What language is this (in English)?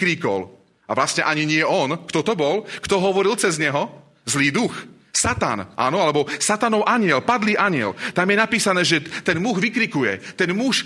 Slovak